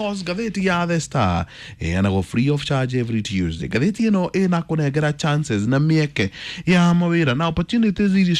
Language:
Kikuyu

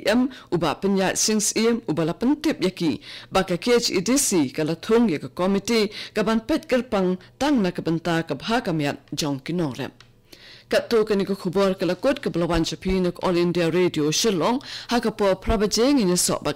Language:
Khasi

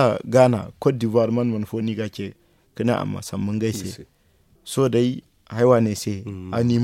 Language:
Zarma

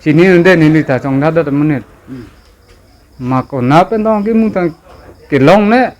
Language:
Karbi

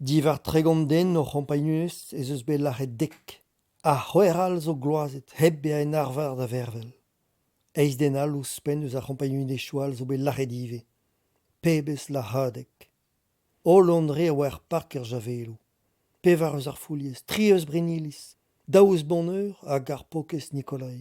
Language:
Breton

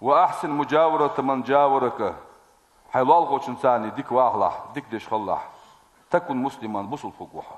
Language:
Ingush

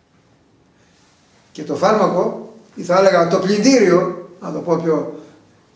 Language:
Greek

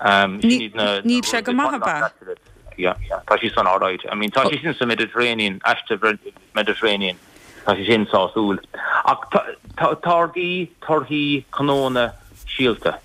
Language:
Irish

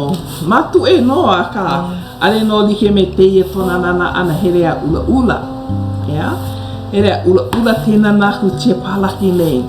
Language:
Hawaiian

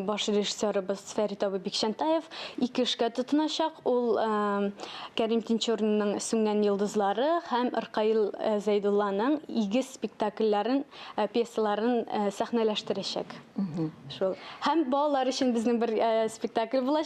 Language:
Tatar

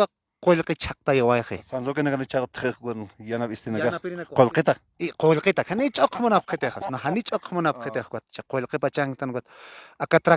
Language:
Aymara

